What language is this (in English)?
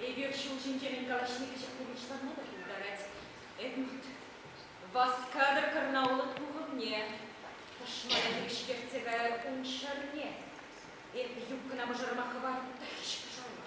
Chuvash